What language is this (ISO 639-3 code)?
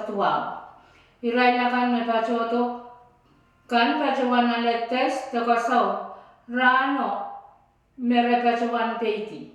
pon